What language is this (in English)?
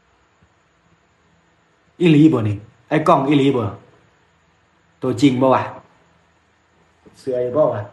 Lao